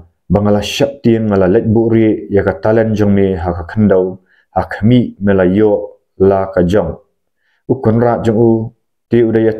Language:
Khasi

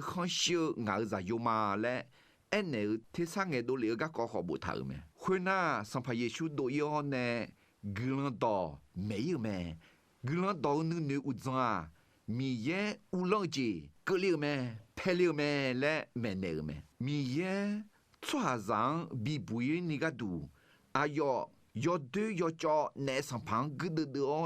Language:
Akha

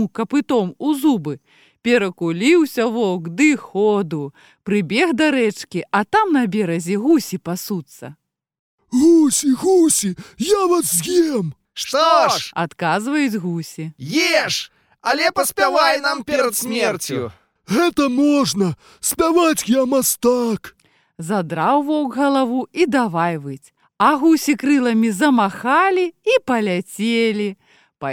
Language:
Belarusian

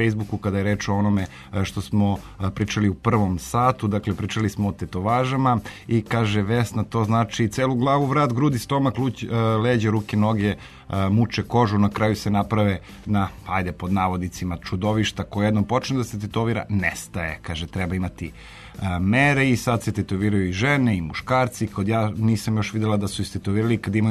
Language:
Serbian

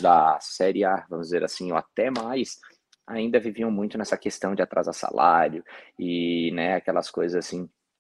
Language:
Portuguese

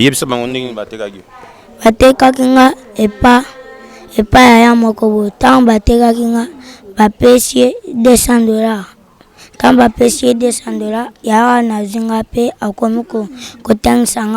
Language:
Lingala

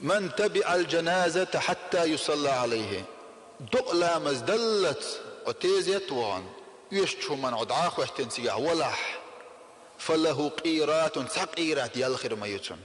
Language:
Chechen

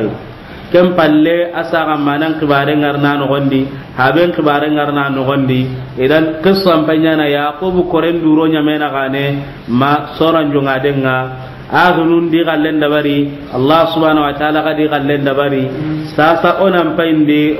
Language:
Soninke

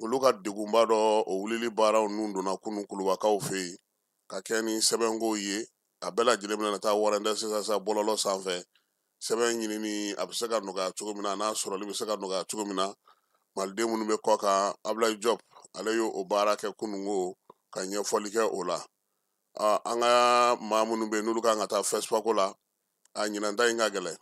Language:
Bambara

